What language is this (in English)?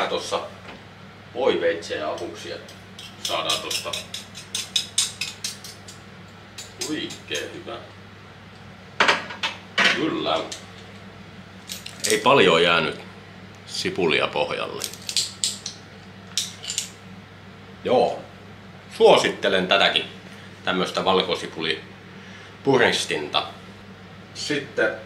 Finnish